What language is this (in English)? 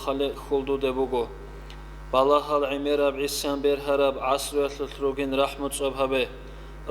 Avaric